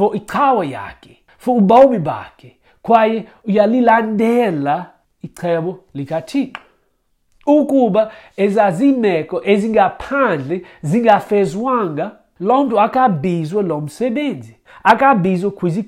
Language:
Xhosa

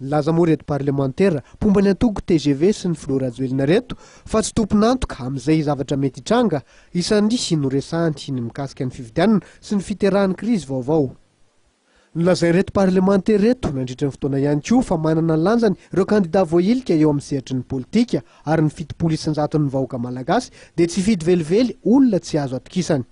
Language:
Malagasy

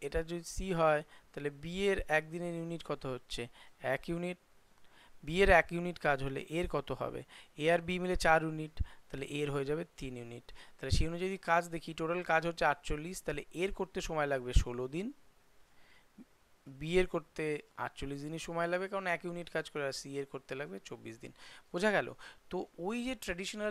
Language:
Bangla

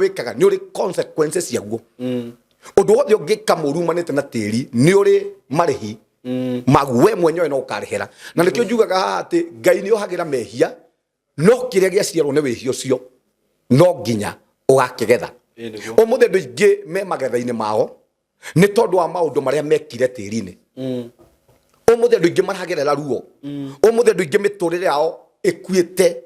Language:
Kikuyu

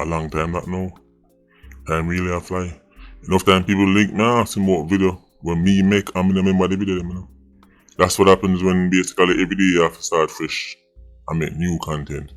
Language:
Jamaican Creole English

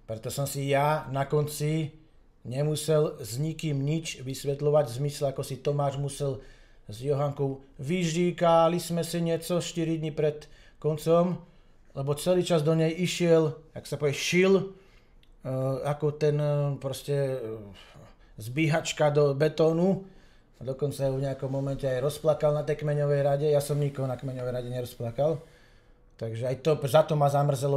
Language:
Slovak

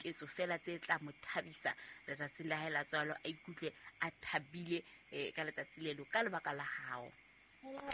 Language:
Southern Sotho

